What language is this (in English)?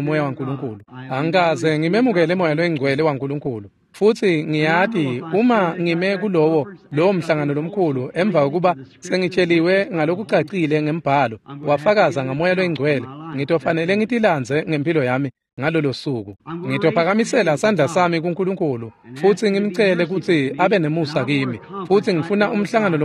Swati